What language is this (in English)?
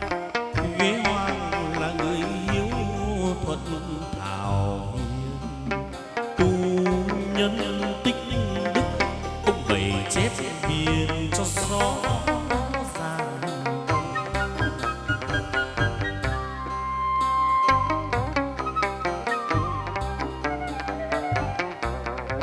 Vietnamese